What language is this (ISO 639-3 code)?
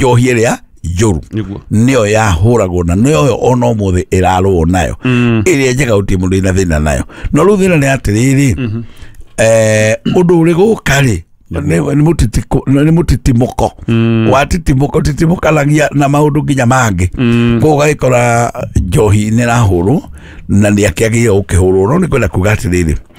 kik